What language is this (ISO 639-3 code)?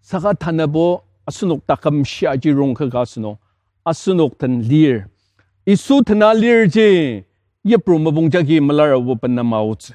njo